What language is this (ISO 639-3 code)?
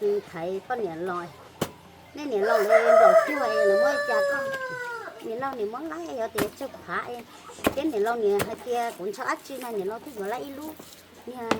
hmn